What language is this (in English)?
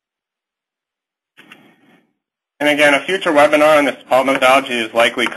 English